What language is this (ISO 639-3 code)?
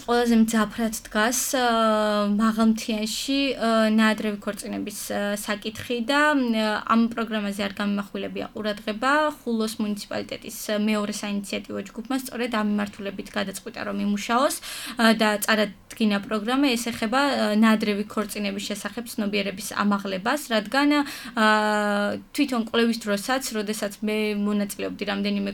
kat